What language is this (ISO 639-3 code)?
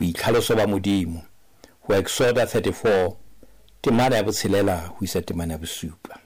sot